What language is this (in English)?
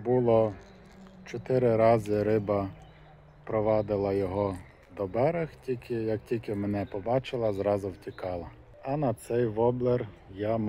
Ukrainian